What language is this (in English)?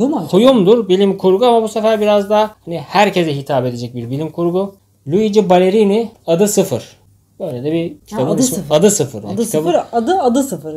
Turkish